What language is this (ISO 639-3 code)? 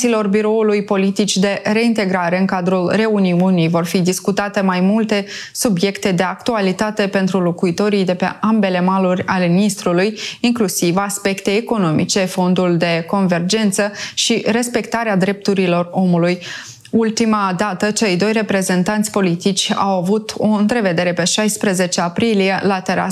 ron